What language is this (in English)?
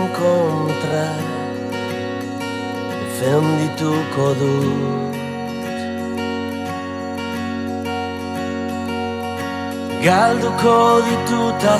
Basque